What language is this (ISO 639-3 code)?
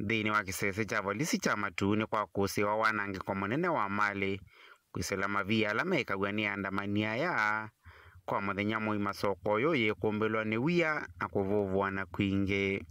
kam